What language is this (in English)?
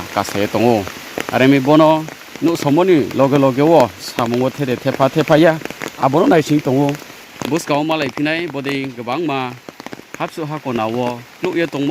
Riang (India)